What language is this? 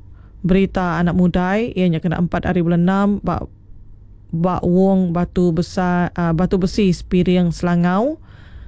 Iban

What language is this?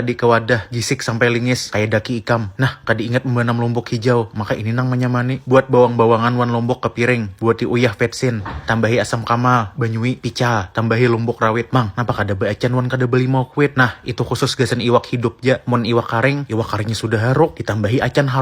Banjar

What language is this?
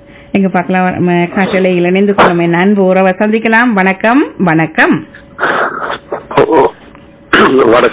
Tamil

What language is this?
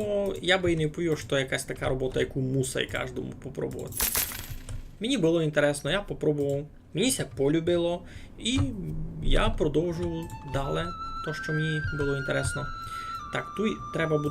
Rusyn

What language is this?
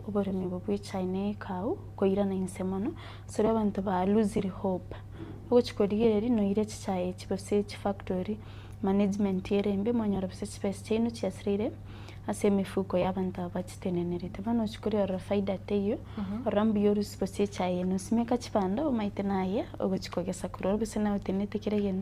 Gusii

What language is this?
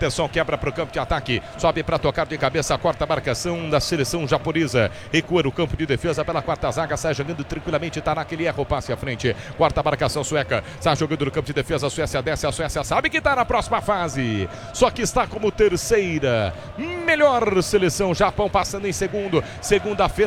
Portuguese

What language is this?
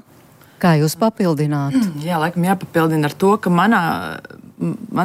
Latvian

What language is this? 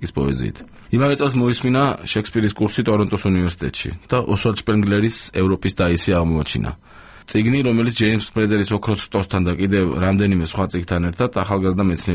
Georgian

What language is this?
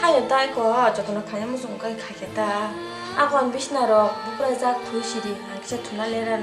Kok Borok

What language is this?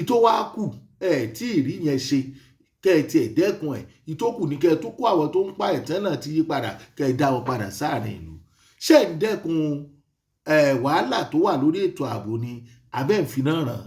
Yoruba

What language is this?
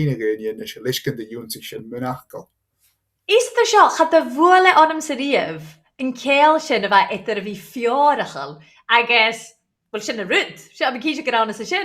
Scottish Gaelic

